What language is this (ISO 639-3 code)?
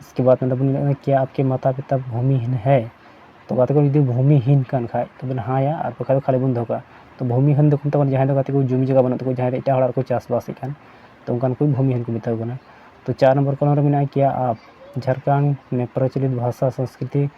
sat